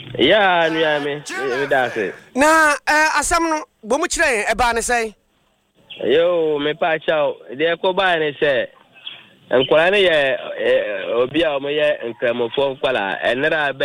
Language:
Akan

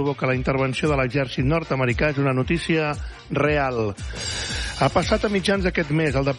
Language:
Catalan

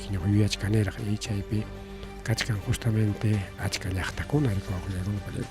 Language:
Ayacucho Quechua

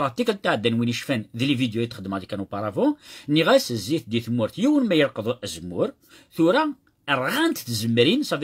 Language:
Kabyle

